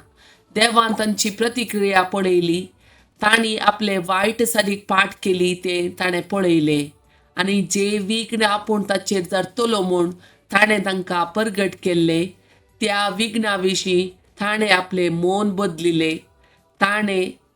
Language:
Konkani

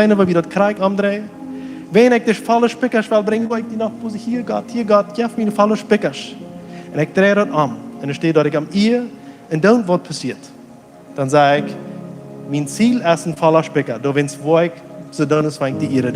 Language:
Plautdietsch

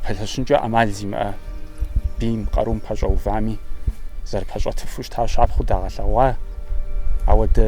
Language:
Kabardian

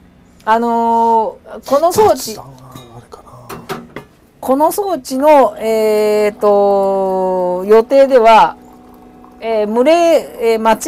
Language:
Japanese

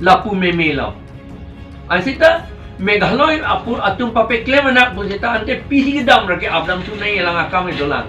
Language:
Karbi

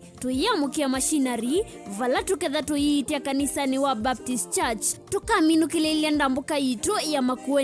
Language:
Kamba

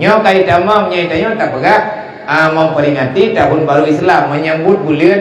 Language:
Achinese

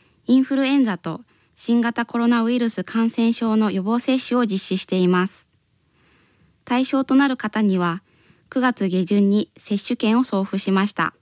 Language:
Japanese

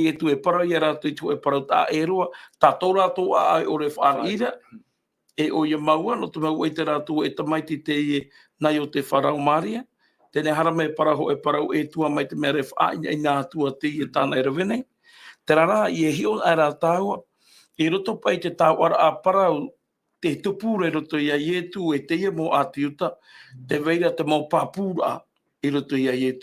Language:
Tahitian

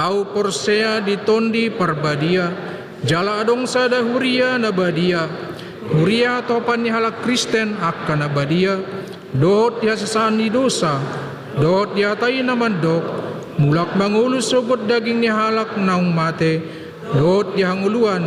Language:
Batak Toba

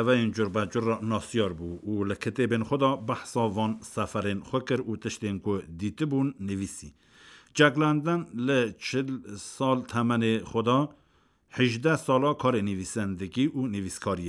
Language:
Kurdish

